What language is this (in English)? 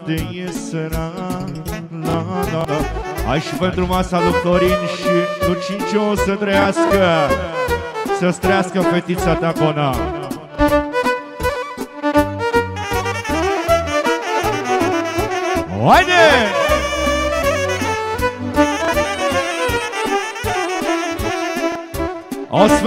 Romanian